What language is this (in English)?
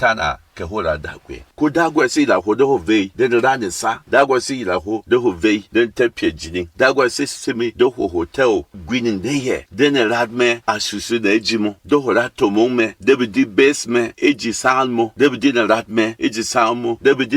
Berom